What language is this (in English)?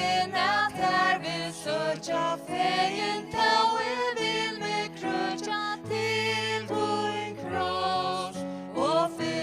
Faroese